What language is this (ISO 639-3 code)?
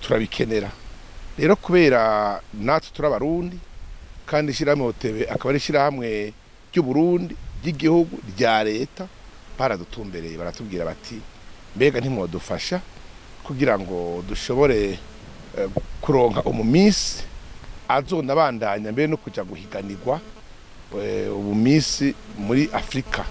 run